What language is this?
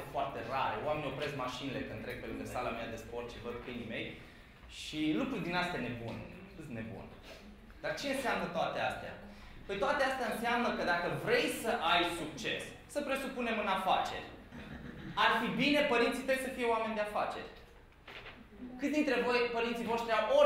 Romanian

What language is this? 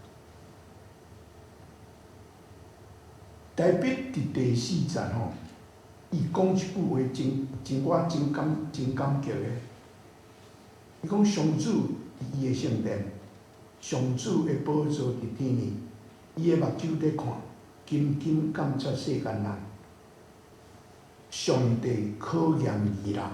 Min Nan Chinese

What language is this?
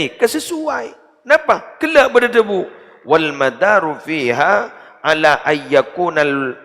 Madurese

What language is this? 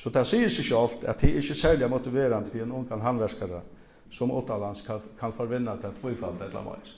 Faroese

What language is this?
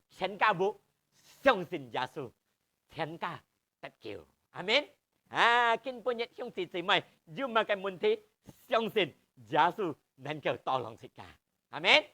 Hakka Chinese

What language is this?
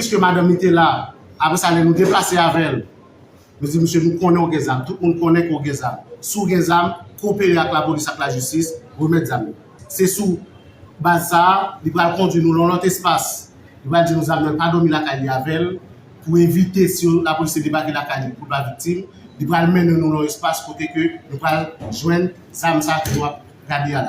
Haitian Creole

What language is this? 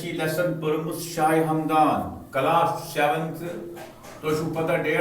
Kashmiri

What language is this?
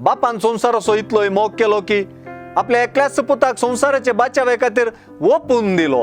Konkani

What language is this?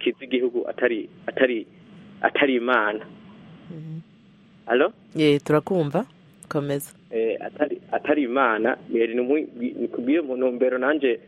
Kinyarwanda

